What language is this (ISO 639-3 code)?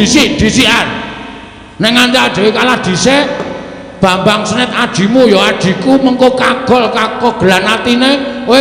jav